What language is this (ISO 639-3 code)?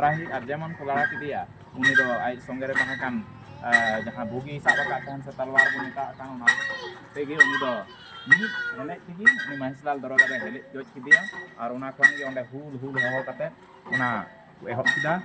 sat